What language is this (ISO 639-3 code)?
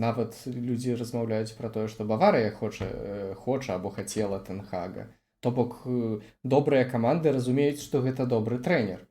bel